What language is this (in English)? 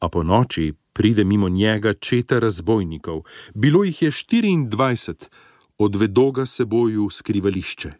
Slovenian